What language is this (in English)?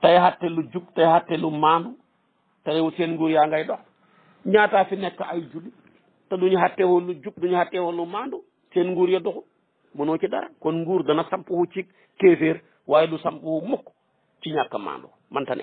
Wolof